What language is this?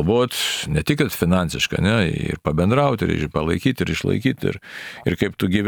Lithuanian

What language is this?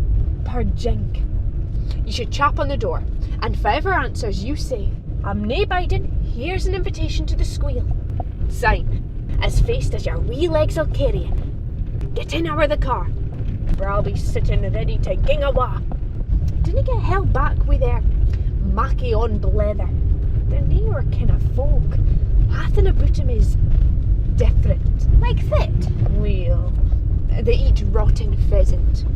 Scots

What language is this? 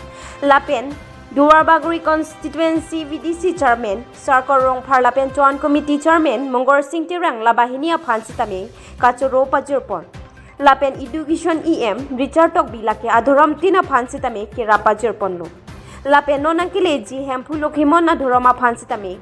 Karbi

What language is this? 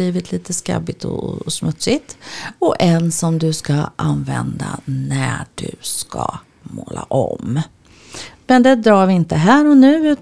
Swedish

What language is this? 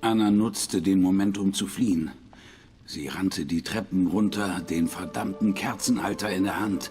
Swiss German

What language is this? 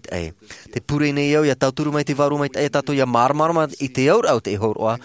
Tahitian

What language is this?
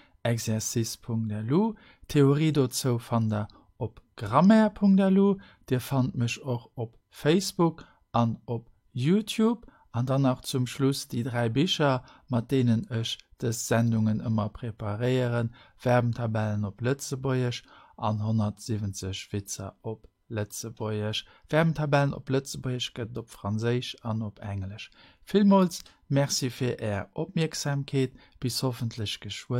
Luxembourgish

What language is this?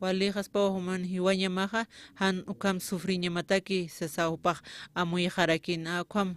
Aymara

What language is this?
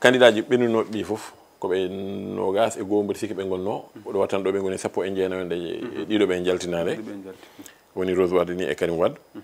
Fula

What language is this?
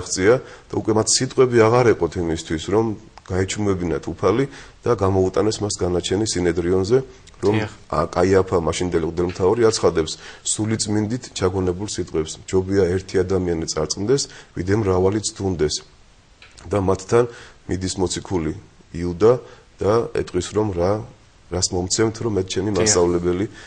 Georgian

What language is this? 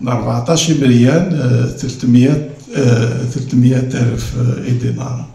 Kabyle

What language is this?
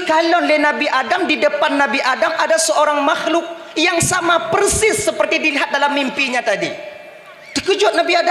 Achinese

